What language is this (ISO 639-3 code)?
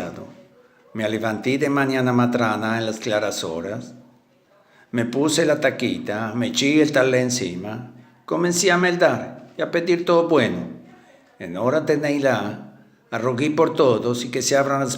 lad